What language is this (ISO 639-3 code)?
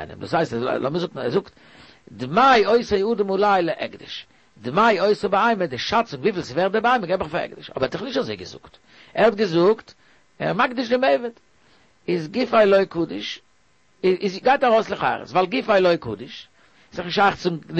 yid